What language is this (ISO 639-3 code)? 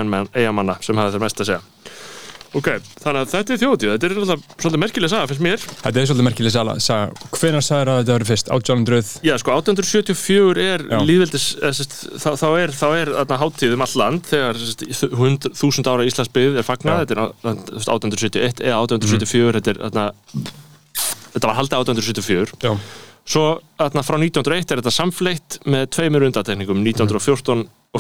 isl